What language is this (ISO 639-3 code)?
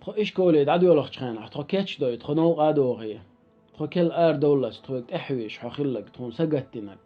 che